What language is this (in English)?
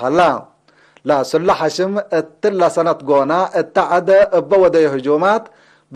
Tigre